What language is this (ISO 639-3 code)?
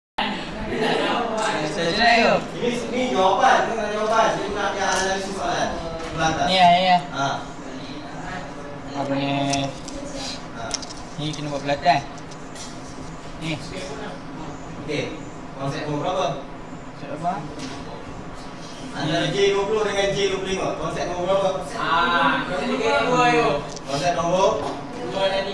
msa